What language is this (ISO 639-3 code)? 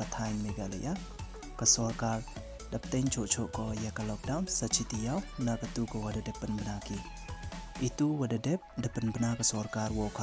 pbv